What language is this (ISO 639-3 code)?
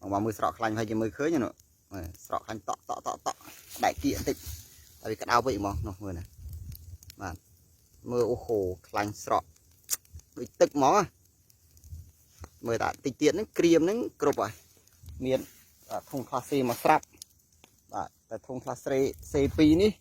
khm